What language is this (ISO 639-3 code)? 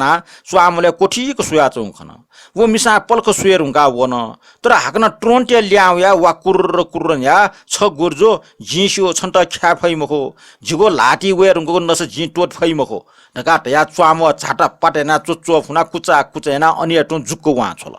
new